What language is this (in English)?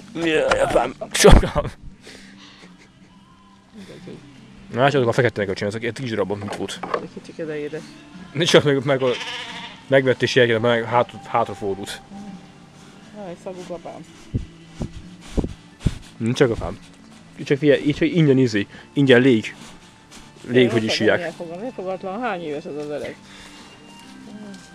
Hungarian